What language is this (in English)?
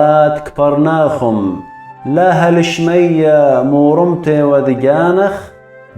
Assyrian Neo-Aramaic